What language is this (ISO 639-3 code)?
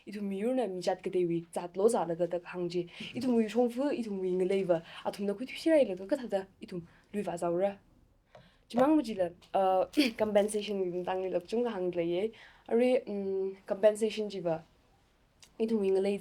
nmf